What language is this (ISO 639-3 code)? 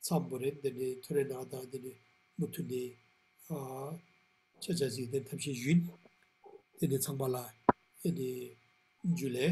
lbj